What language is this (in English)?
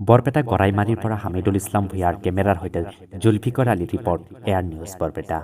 Assamese